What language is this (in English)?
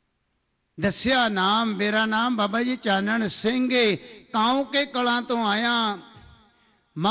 Punjabi